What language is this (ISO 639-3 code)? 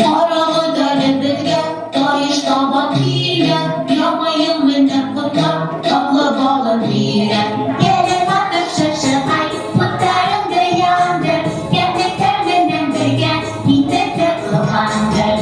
bak